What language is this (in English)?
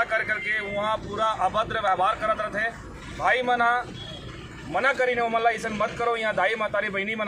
Chhattisgarhi